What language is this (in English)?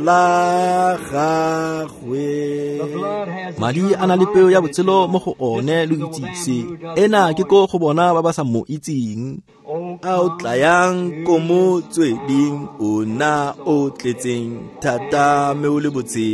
Tswana